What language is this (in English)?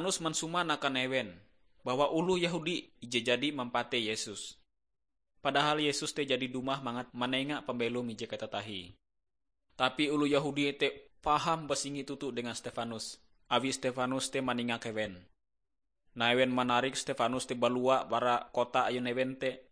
Ngaju